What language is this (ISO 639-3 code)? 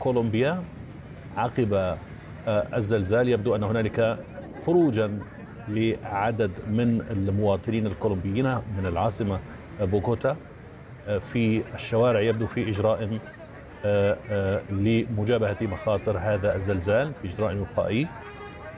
ara